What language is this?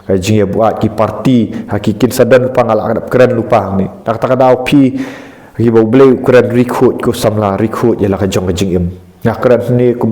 Khasi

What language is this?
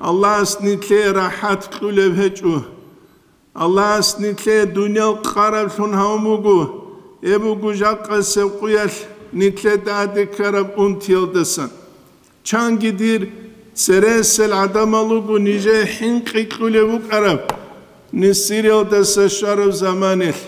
Avaric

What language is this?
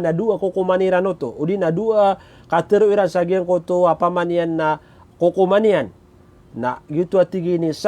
Maranao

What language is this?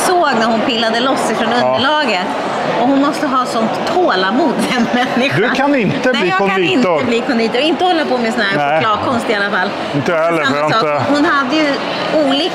Swedish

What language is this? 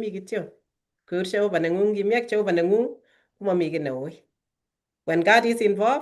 Kalenjin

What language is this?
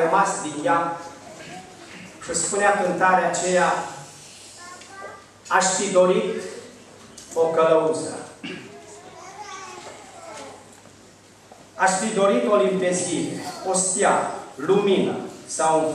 Romanian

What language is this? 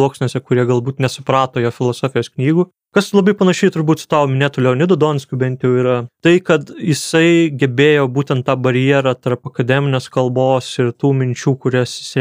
Lithuanian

